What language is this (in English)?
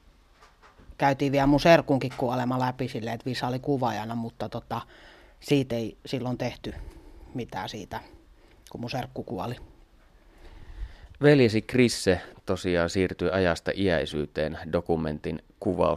Finnish